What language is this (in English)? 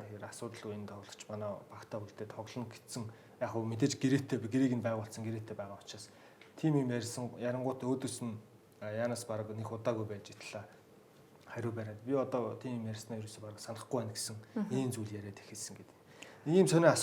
Mongolian